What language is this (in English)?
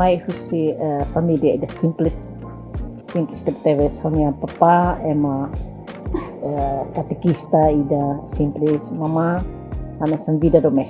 Tetum